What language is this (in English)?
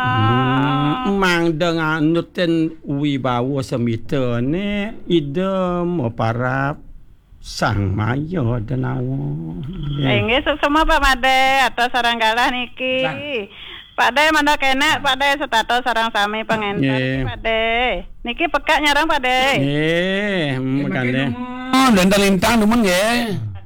Balinese